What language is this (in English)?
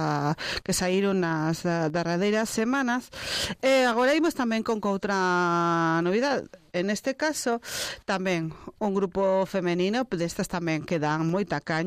Galician